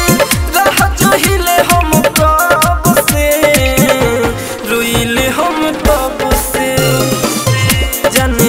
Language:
Bhojpuri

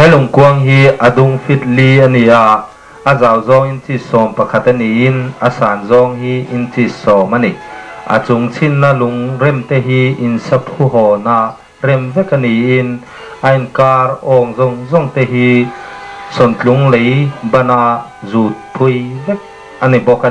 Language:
Mizo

